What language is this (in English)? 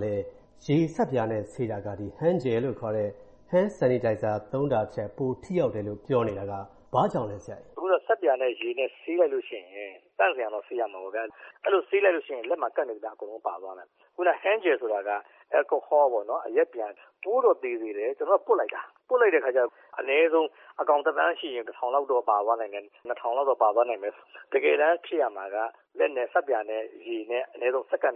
Burmese